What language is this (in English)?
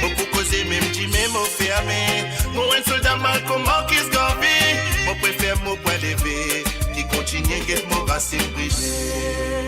Morisyen